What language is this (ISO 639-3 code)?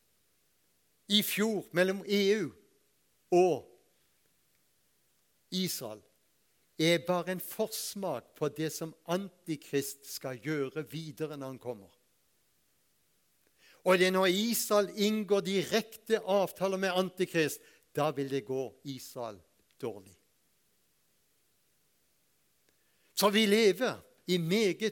nor